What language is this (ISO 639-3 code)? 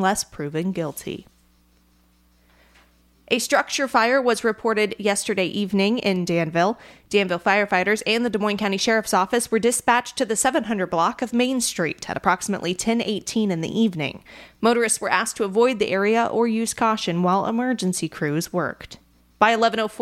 eng